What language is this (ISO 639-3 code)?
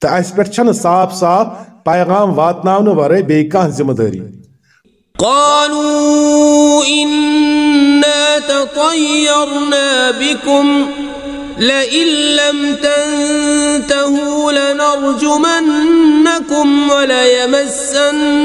kas